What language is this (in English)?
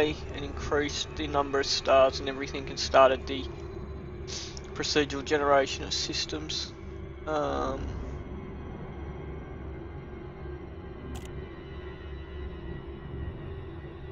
English